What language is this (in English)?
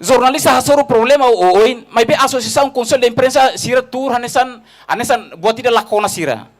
Tetum